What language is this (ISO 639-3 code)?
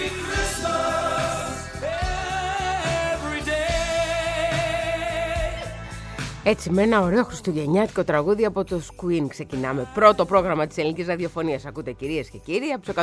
ell